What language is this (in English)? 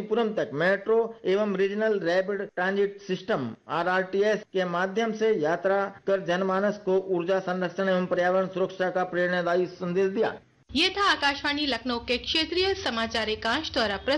Hindi